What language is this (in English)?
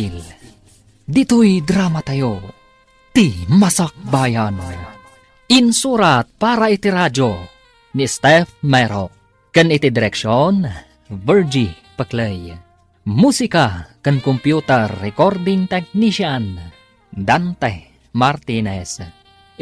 Iloko